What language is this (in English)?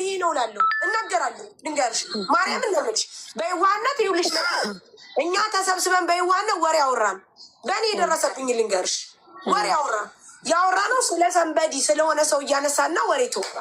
Amharic